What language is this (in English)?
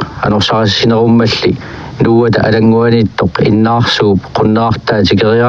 Kalaallisut